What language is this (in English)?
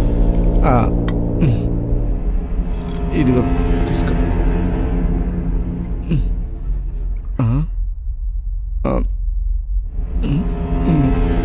Telugu